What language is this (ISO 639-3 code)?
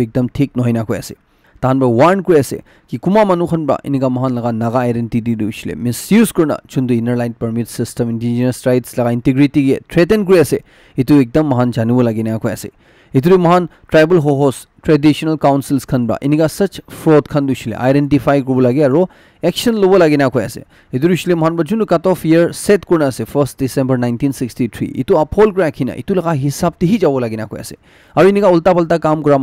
nag